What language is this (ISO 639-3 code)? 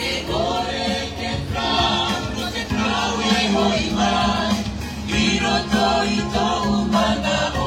tah